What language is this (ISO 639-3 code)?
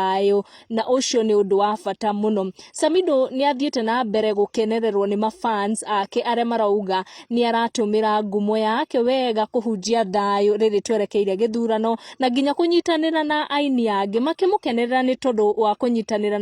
kik